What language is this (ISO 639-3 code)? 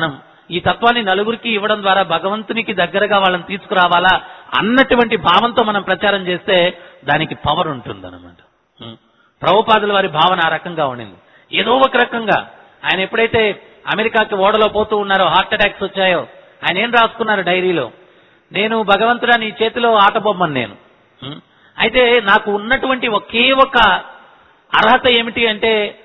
tel